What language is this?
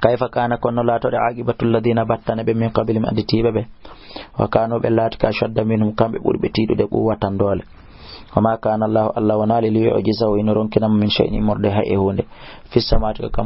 Fula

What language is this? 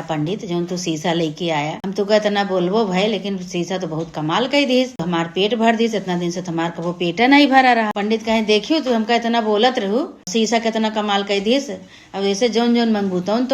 Awadhi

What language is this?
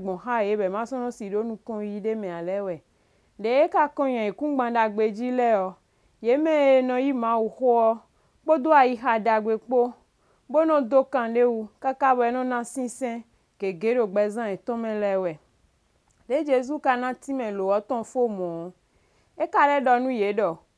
Somali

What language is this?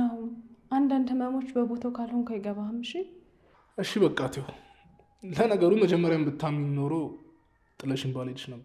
Amharic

